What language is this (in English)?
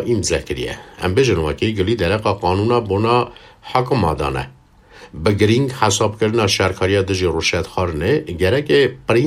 Kurdish